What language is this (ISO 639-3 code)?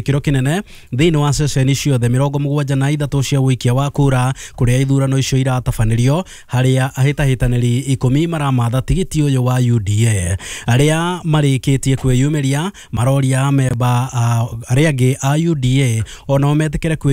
kik